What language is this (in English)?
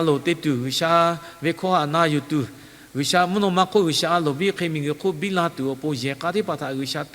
Lahu